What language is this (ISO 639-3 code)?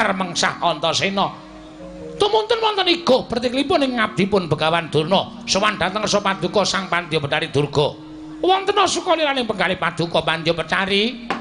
jav